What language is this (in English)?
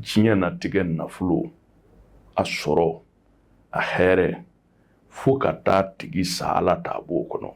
Bambara